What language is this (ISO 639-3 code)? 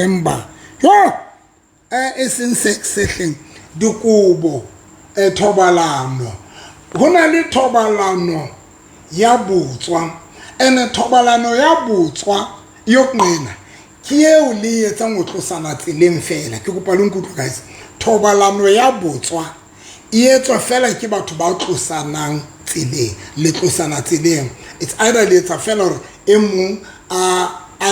sot